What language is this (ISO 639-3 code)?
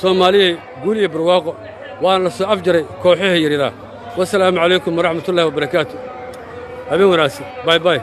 som